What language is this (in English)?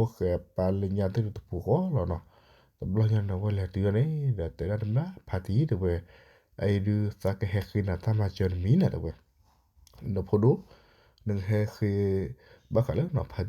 S'gaw Karen